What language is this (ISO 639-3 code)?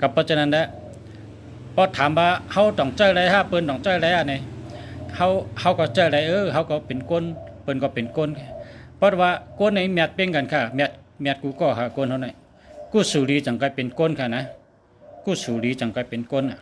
shn